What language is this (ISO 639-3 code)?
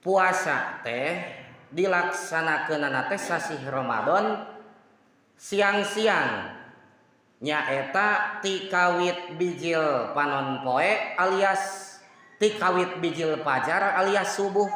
sun